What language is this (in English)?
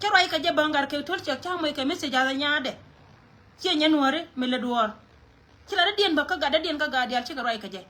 Nuer